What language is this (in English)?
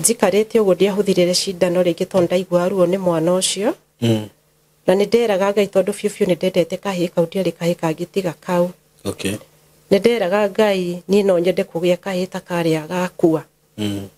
Kikuyu